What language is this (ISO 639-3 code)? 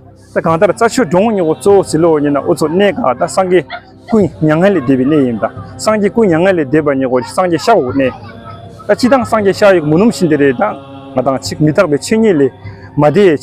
bod